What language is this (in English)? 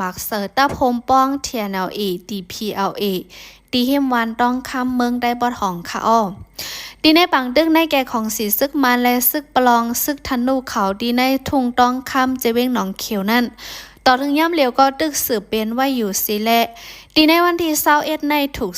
Shan